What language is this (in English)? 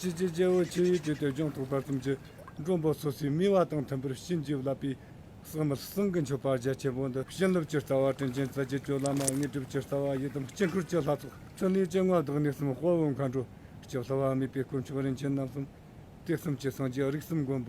Tibetan